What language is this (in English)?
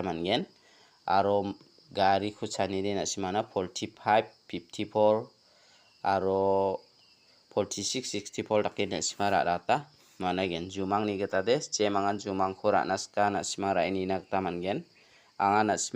Garo